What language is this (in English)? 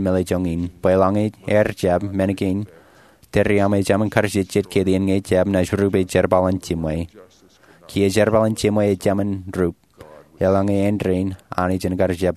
Marshallese